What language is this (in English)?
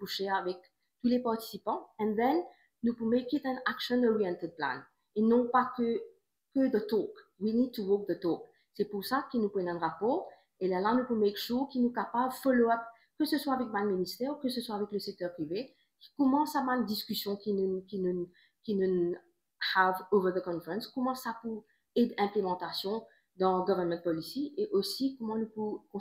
Morisyen